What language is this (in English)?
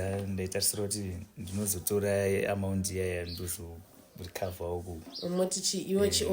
Shona